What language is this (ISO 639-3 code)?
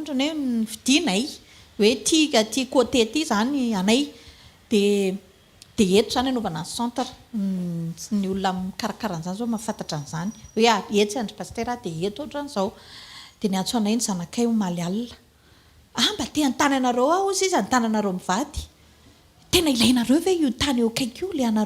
mlg